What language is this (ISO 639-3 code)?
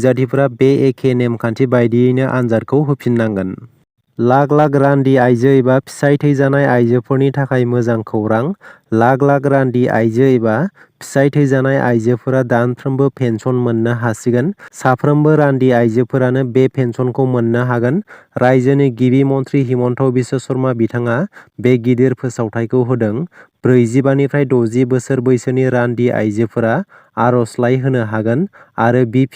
brx